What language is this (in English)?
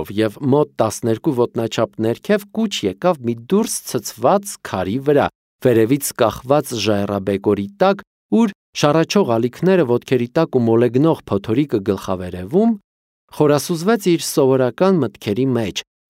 Armenian